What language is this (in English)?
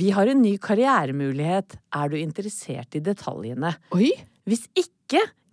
Norwegian